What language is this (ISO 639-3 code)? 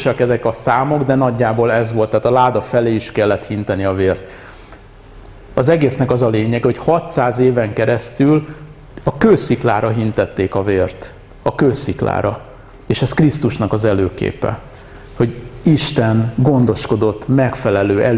hun